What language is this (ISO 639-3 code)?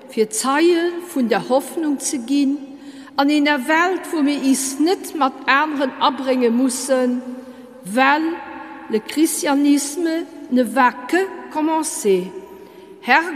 ltz